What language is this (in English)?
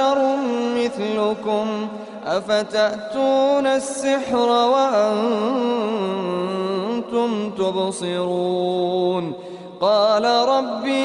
Arabic